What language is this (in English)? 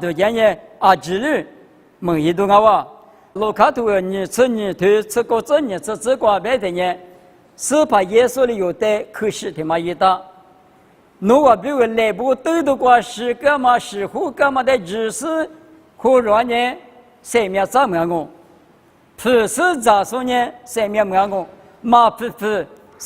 Lisu